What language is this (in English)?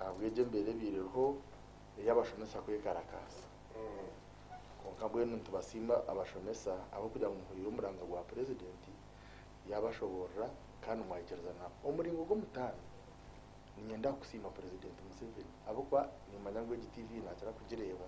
Nyankole